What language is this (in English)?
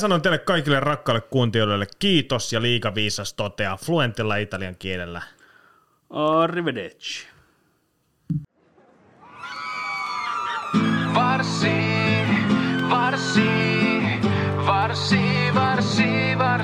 Finnish